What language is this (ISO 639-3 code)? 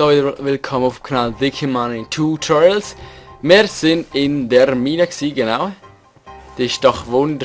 gsw